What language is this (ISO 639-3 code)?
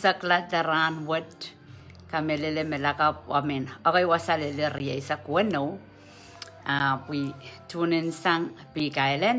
pon